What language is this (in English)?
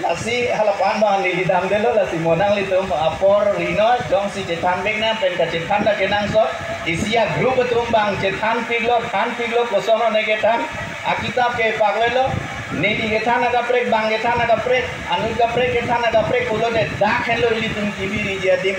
Karbi